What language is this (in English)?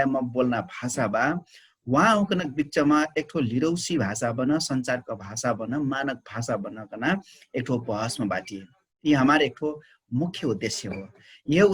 Dangaura Tharu